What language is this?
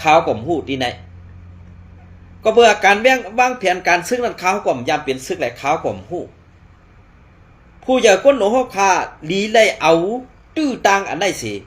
Shan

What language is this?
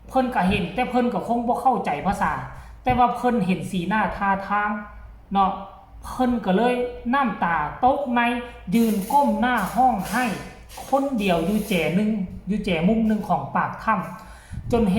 Northeastern Thai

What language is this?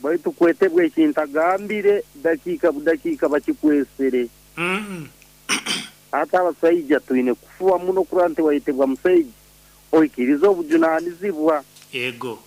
Nyoro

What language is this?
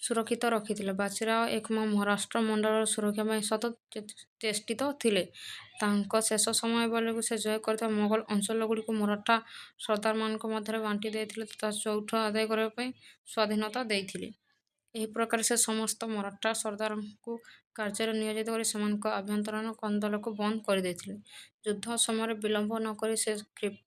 Odia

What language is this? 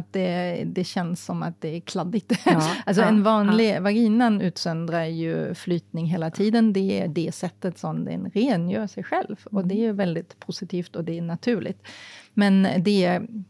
Swedish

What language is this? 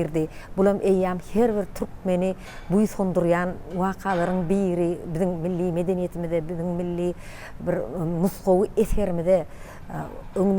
Turkmen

